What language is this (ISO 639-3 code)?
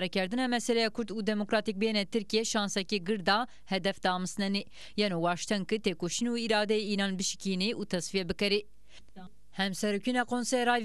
zza